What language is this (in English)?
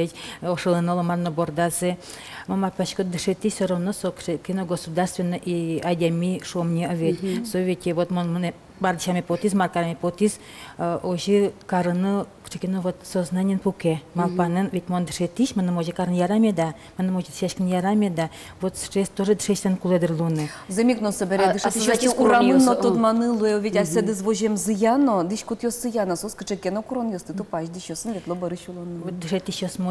Udmurt